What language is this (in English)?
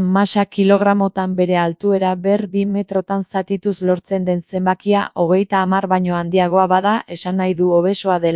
Basque